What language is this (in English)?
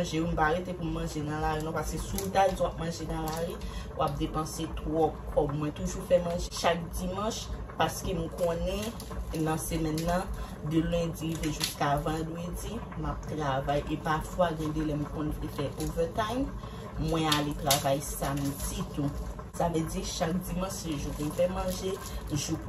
Haitian Creole